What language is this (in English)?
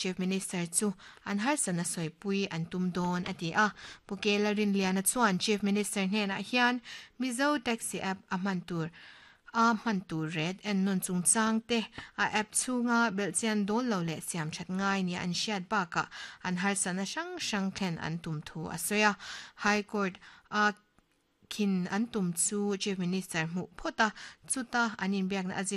Mizo